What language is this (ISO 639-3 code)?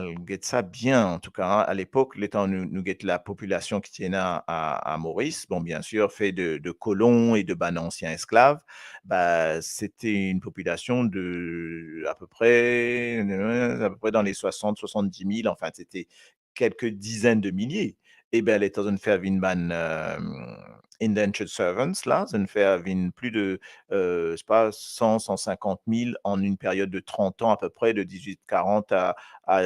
mfe